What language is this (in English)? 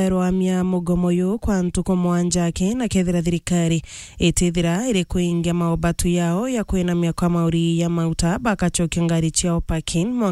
Meru